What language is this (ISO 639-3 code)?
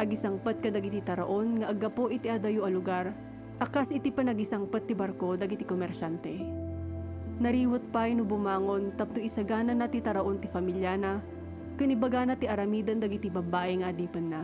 ilo